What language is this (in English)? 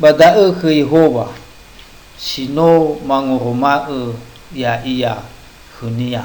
Nias